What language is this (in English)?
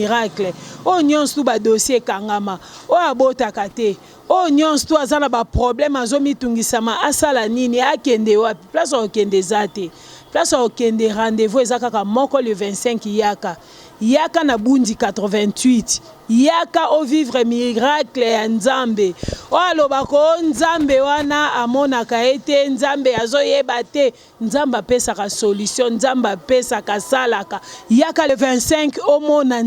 Lingala